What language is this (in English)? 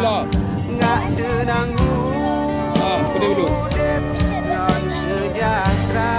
Achinese